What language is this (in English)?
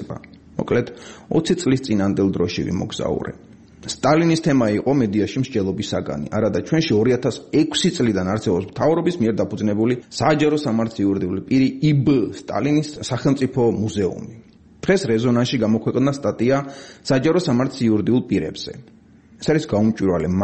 Georgian